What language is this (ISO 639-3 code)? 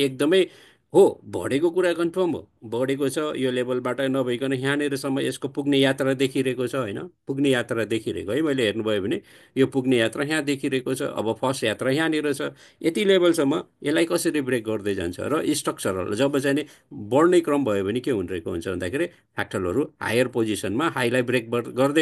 nep